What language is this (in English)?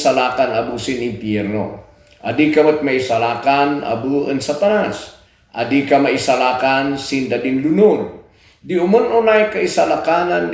Kankanaey